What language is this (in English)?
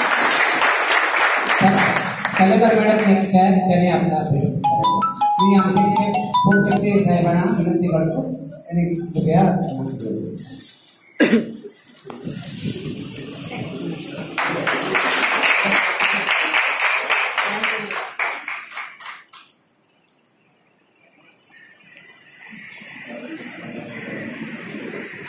Marathi